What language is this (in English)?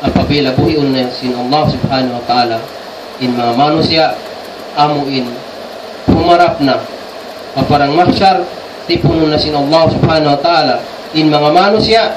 Tausug